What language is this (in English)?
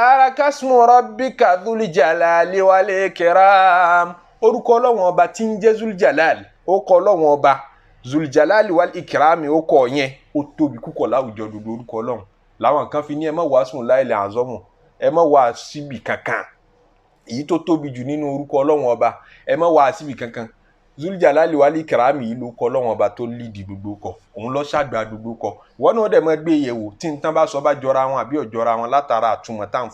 Yoruba